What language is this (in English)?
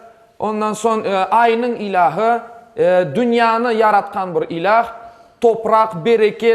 Crimean Tatar